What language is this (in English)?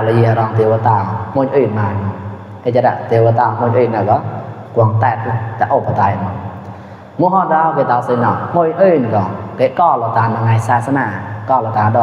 Mon